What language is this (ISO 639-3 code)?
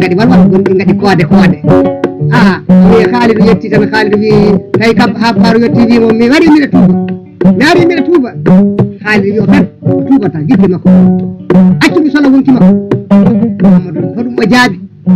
ful